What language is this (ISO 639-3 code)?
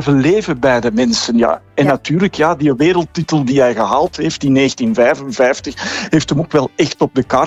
nld